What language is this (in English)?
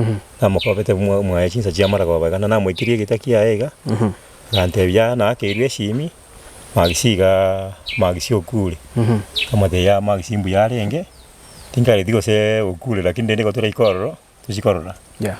Gusii